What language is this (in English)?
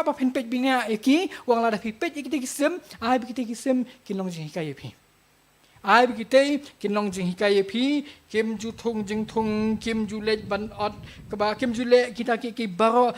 Khasi